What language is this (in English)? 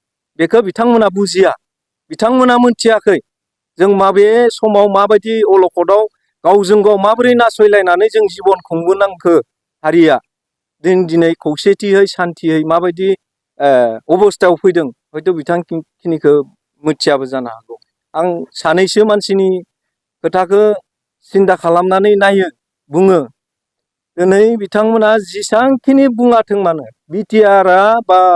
Bodo